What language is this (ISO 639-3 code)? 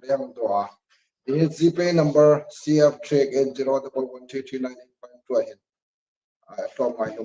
hmr